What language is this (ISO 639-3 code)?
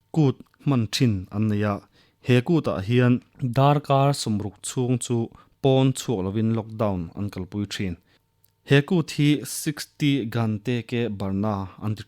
lus